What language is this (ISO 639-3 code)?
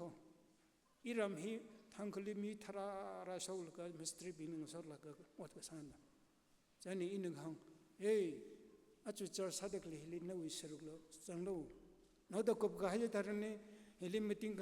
nmf